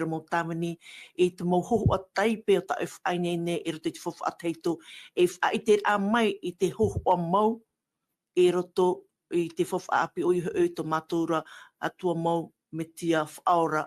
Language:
Tahitian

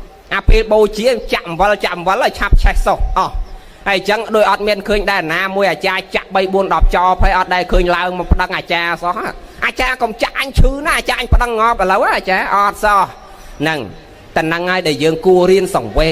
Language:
Khmer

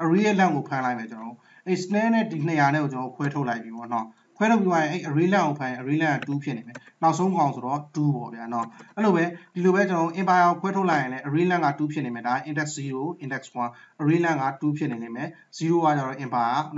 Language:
Burmese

